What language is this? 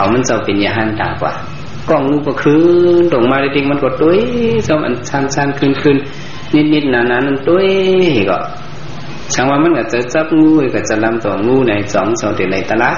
Shan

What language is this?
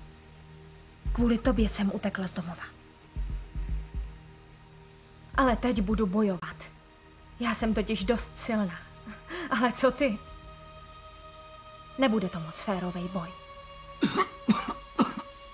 Czech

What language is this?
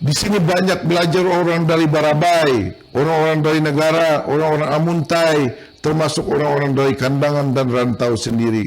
Banjar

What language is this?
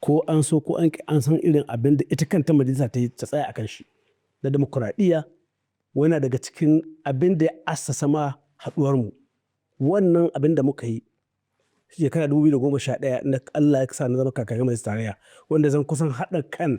Hausa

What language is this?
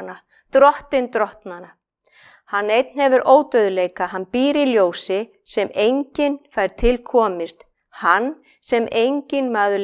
Icelandic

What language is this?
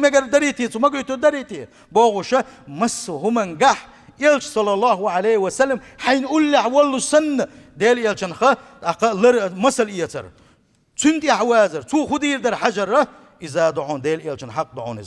Chechen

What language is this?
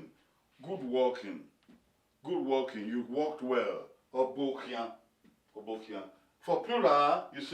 Bini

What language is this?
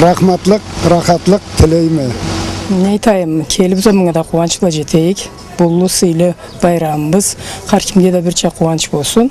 Karachay-Balkar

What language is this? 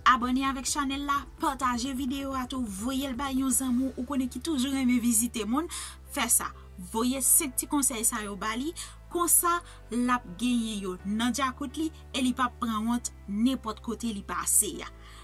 Haitian Creole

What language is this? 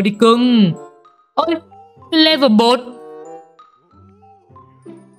Vietnamese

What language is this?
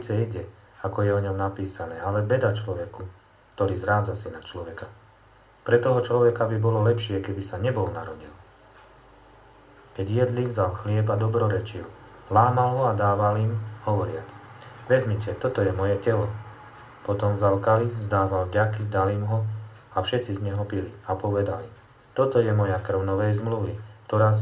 Slovak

